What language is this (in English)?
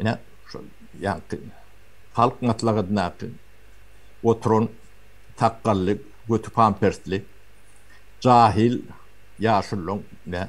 Turkmen